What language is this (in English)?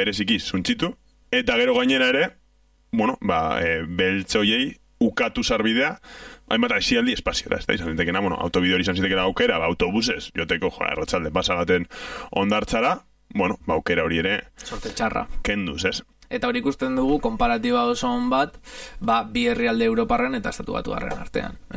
Basque